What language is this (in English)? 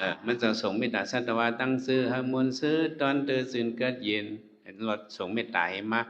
Shan